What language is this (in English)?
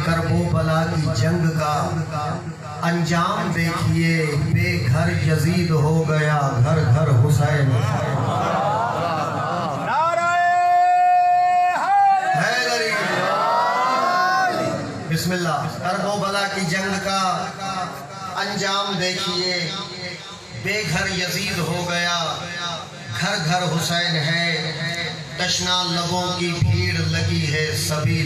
Urdu